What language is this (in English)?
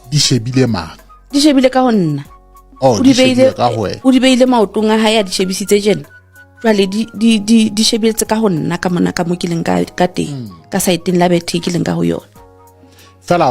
Southern Sotho